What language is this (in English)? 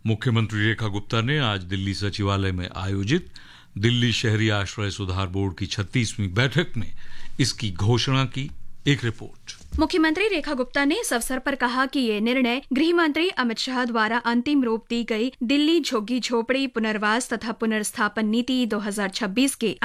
Hindi